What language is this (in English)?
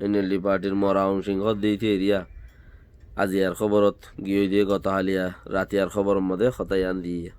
Rohingya